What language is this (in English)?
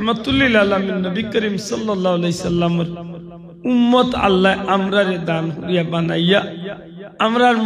Sylheti